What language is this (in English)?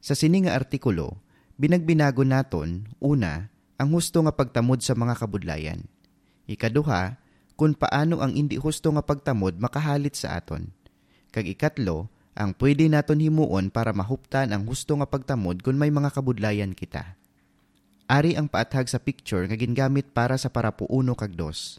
Hiligaynon